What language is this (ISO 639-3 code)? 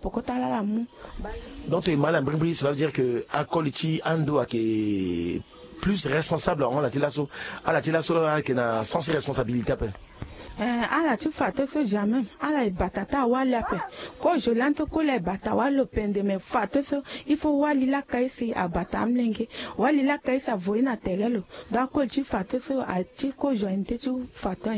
sag